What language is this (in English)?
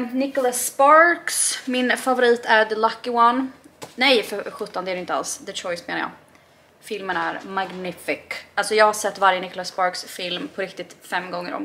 Swedish